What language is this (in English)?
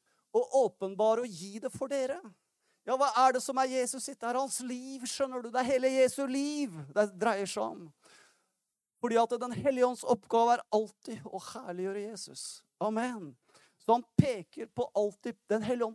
Norwegian